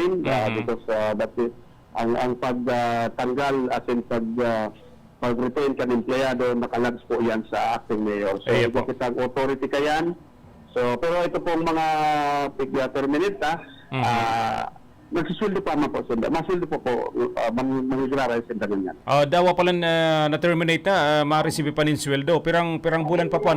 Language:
Bikol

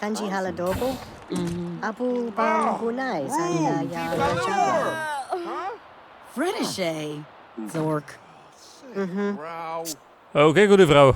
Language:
Bavarian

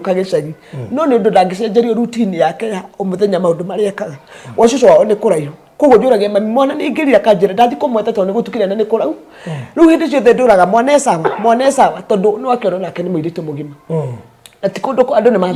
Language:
Kikuyu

